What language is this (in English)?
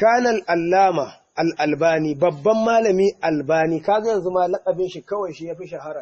Hausa